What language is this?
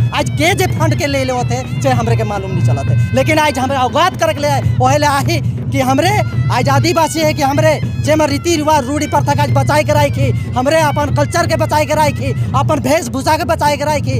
Sadri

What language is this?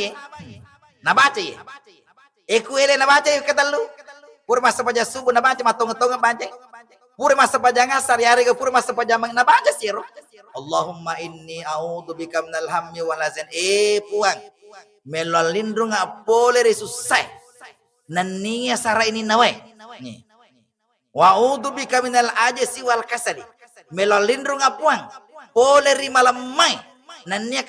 Buginese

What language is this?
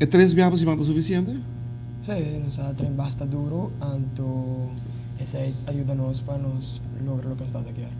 Papiamento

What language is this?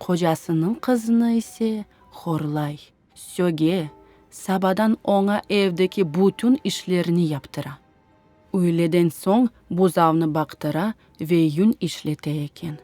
Crimean Tatar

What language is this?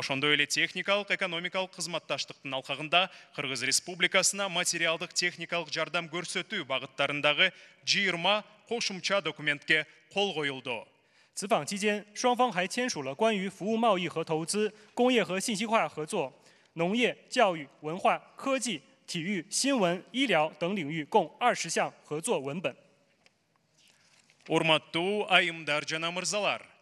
Kyrgyz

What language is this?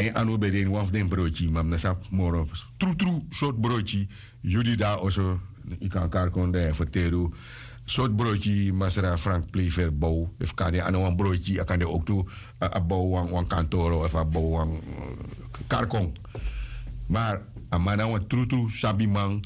Sranan Tongo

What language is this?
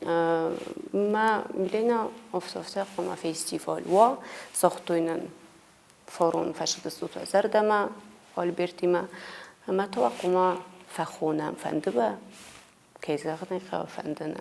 Ossetic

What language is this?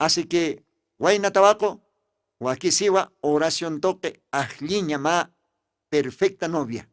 Aymara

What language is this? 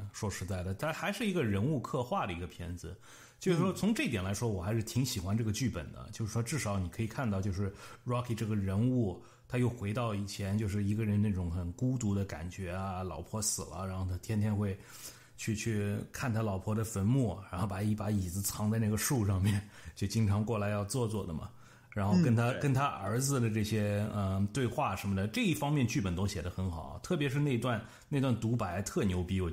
Chinese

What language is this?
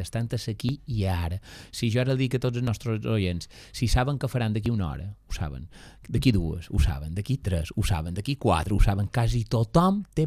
Catalan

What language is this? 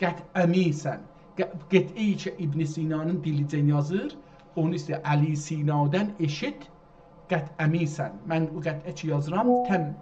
South Azerbaijani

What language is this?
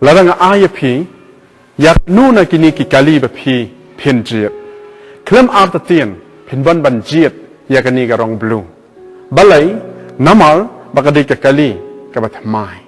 Khasi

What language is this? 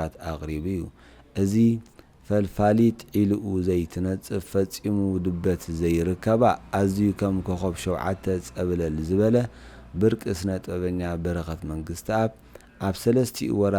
Tigrinya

